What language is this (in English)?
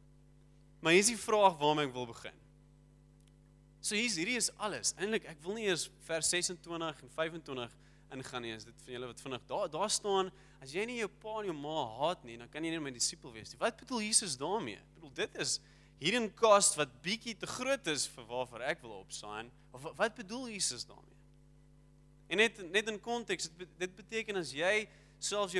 Afrikaans